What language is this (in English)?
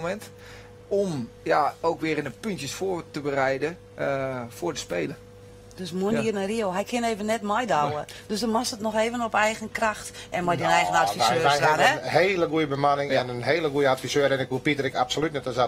Western Frisian